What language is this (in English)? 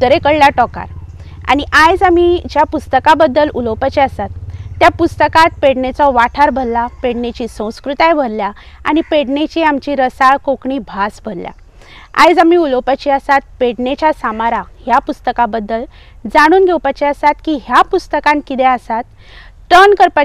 Konkani